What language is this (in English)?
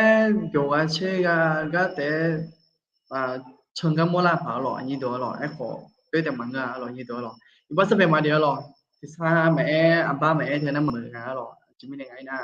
Akha